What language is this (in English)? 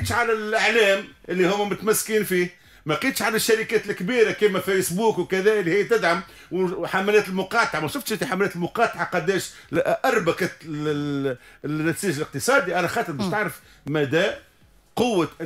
Tunisian Arabic